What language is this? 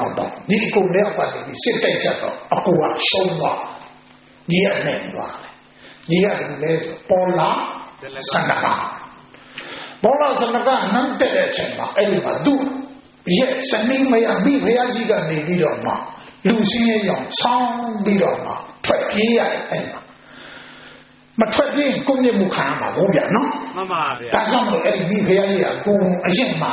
Burmese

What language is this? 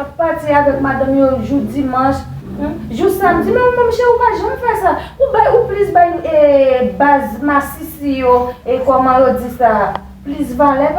Haitian Creole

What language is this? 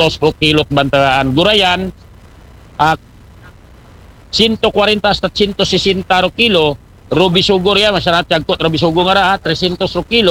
Aklanon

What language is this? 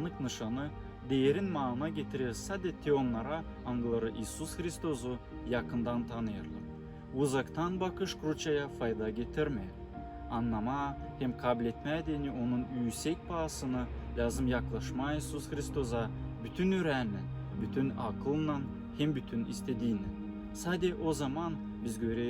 Gagauz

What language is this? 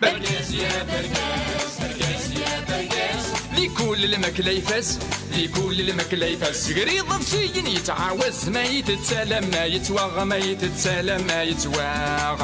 Kabyle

